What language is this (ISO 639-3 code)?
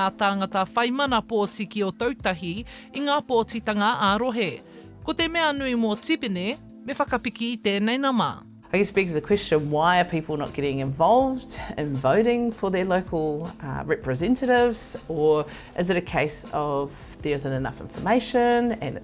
mri